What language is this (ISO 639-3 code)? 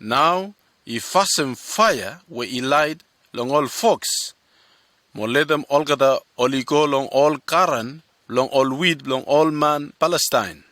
bis